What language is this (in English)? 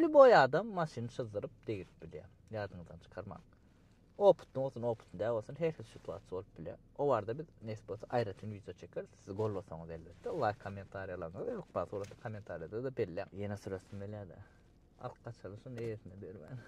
Turkmen